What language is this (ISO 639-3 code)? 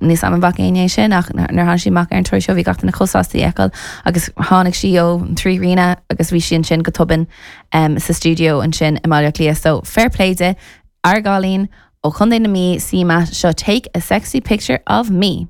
gle